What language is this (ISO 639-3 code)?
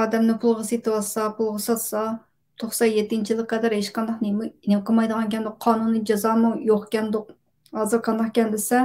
uig